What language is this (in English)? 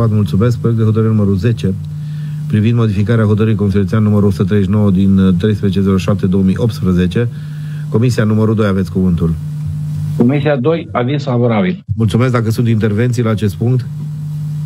Romanian